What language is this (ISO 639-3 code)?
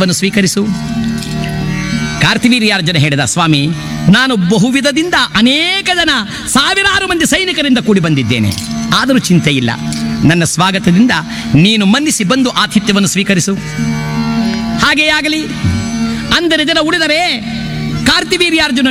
kan